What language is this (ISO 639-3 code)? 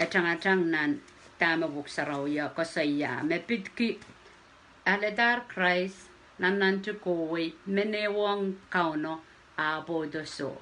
pon